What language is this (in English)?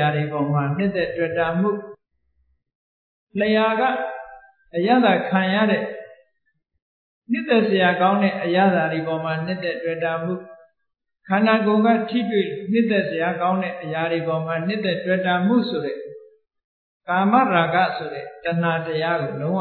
Burmese